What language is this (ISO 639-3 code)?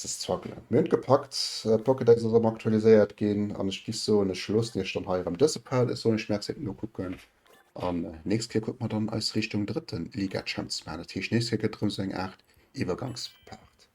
ltz